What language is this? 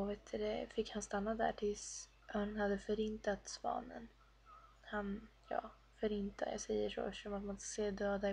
Swedish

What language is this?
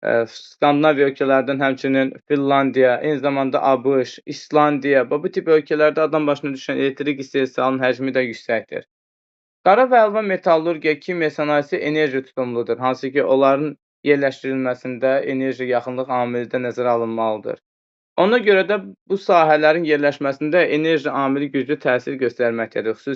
Azerbaijani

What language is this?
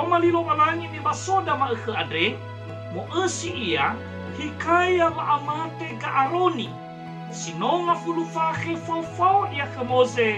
Nias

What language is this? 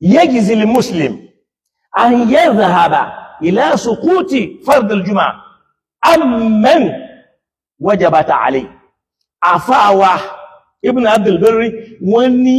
Yoruba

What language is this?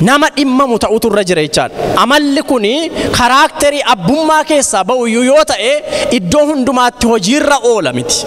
Oromo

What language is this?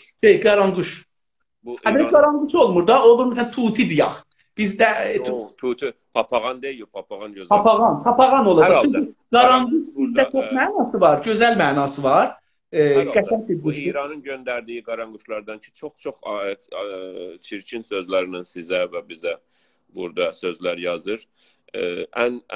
South Azerbaijani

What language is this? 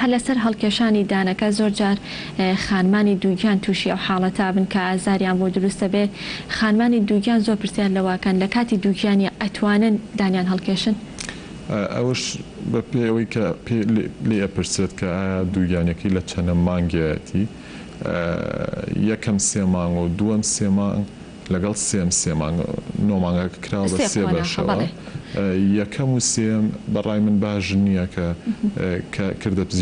Central Kurdish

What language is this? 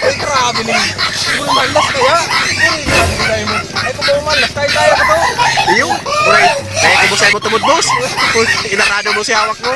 Bikol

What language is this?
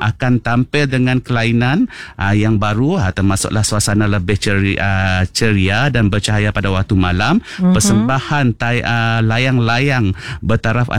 Malay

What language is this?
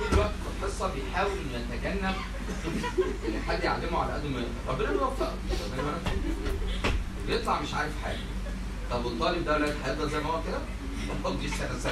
Egyptian Arabic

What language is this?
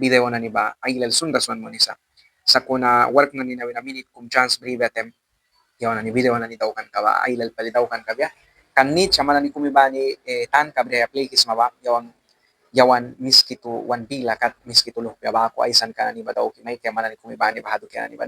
Mískito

